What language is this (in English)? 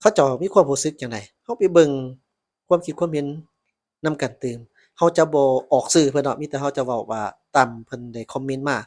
Lao